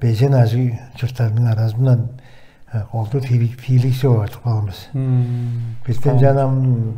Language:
Tuvinian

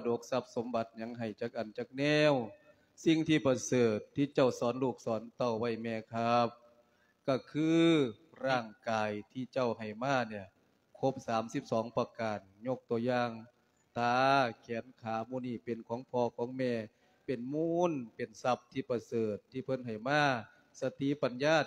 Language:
Lao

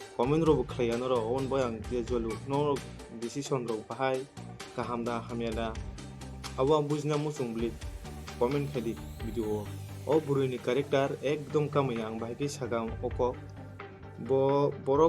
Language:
Kok Borok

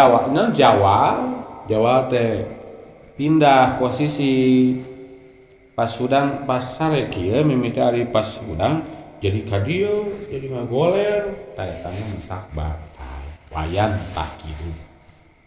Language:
Sundanese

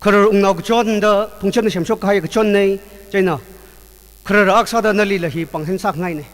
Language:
Tangkhul Naga (India)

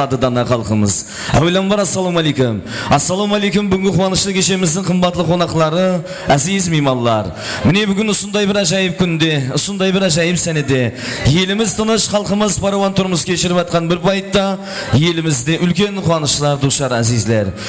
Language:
Kara-Kalpak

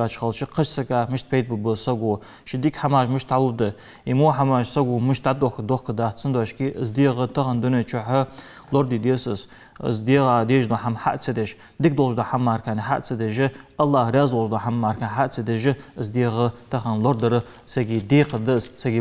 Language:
Ingush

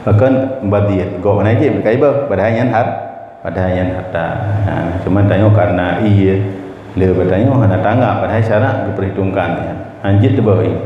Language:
Achinese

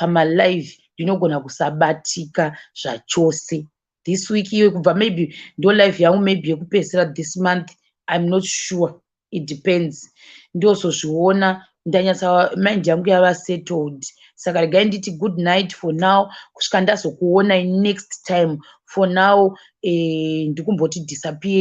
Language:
Shona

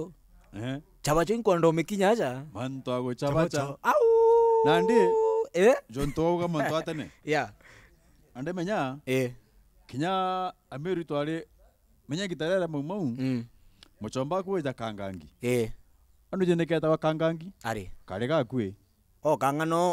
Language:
Meru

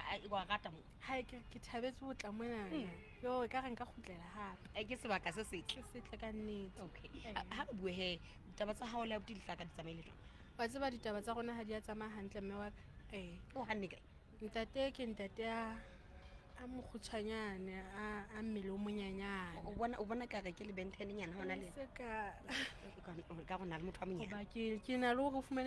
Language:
Southern Sotho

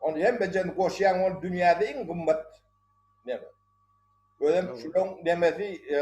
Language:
Turkmen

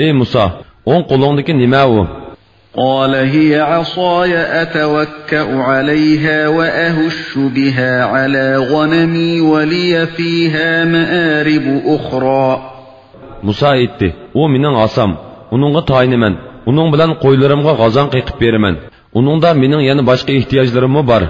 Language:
Uyghur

